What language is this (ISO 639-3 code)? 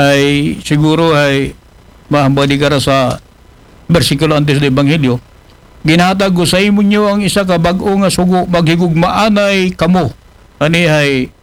akl